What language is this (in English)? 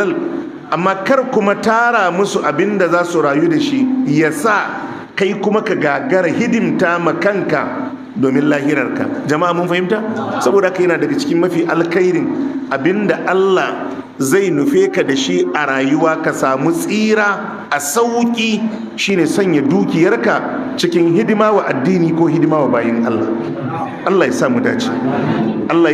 Hausa